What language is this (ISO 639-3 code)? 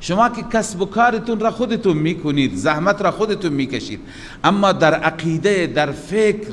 fas